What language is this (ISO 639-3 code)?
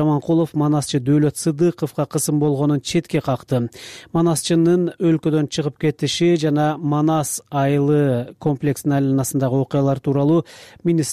kir